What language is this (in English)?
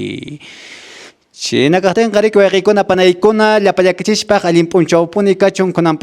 Quechua